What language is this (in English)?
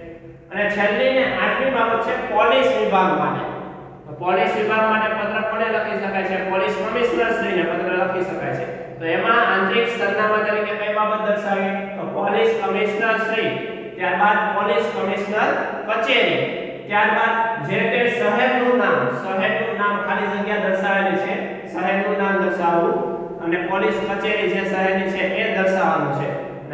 Gujarati